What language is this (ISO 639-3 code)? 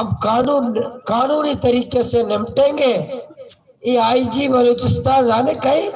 bal